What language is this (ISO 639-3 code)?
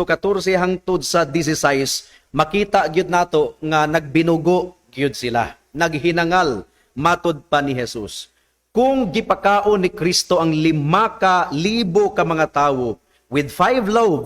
ceb